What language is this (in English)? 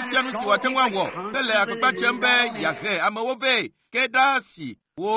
Ewe